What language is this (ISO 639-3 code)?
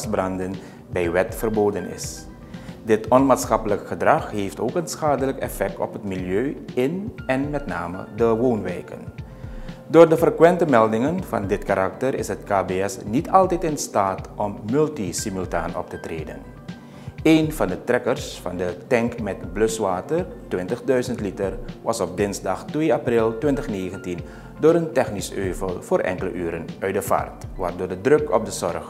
nld